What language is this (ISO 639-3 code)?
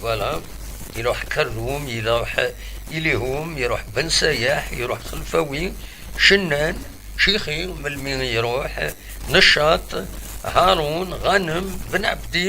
kab